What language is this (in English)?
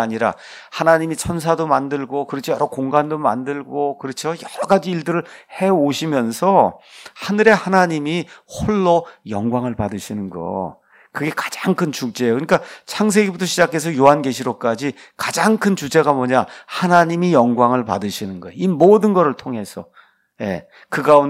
Korean